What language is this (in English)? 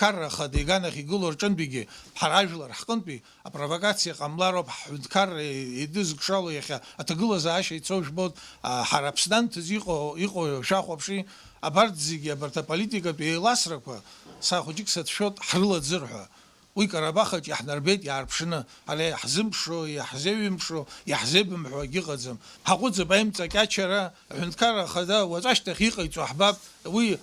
Abkhazian